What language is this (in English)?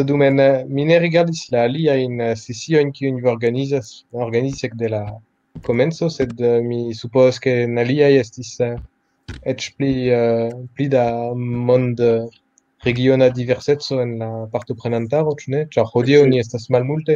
Esperanto